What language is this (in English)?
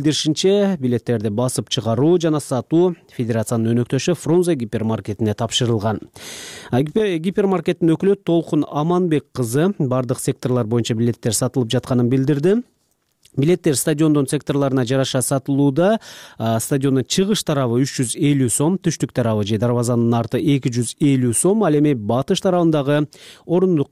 Kyrgyz